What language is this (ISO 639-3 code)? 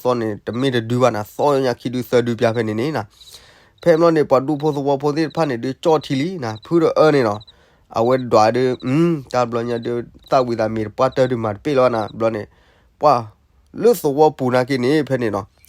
ksw